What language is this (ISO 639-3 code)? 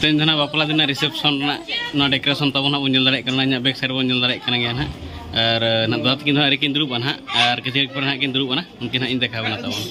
sat